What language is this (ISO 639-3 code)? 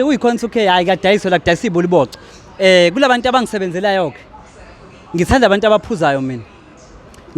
zul